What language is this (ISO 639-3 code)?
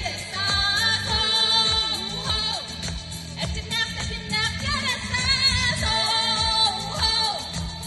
sah